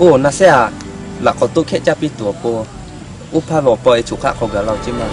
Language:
Lahu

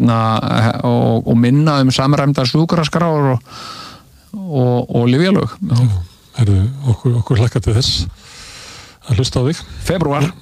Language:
Icelandic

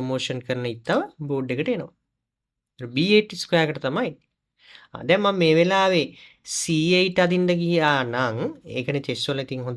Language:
Sinhala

